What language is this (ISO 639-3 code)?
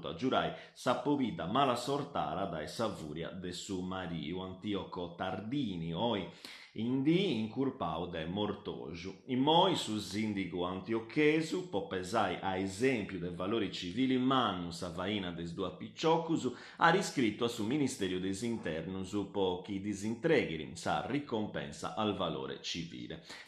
srd